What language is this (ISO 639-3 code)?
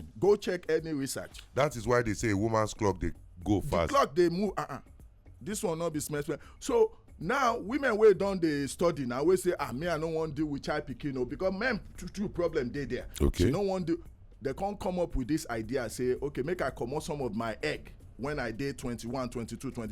pcm